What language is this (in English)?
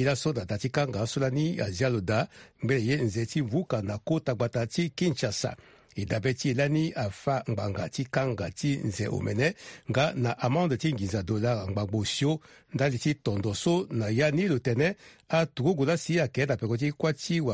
Sango